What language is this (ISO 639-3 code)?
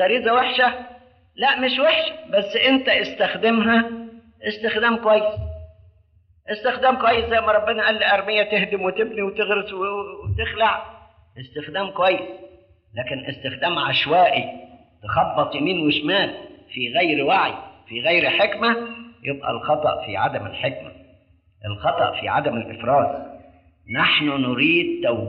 arz